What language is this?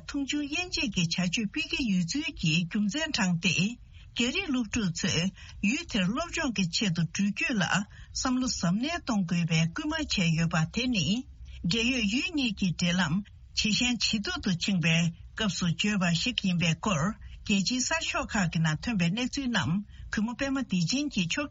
Tibetan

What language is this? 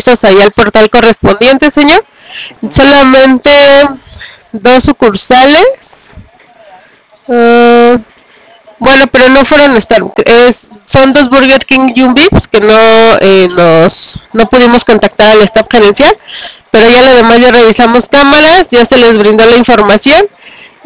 Spanish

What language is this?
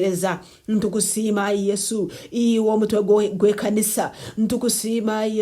Nyankole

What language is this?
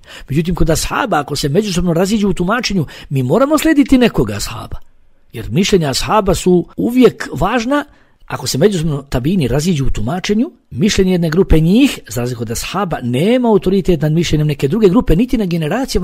Bosnian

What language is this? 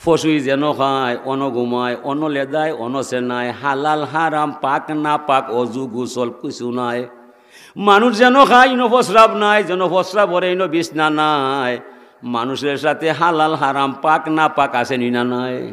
Sylheti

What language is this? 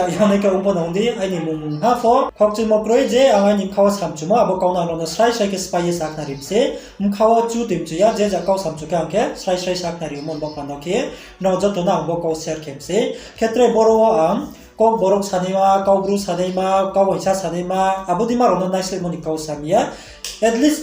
Riang (India)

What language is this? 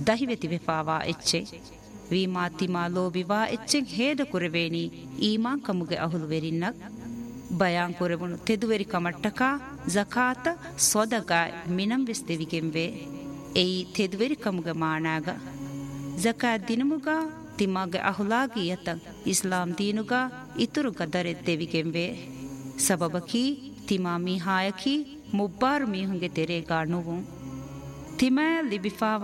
Divehi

